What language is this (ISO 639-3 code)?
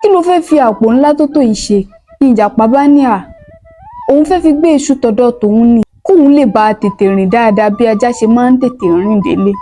yor